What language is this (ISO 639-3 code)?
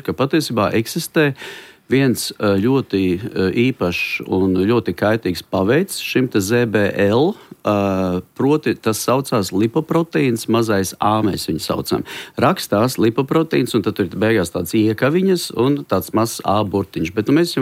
lav